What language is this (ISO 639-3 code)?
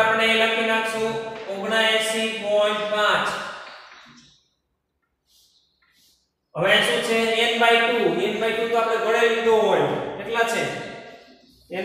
guj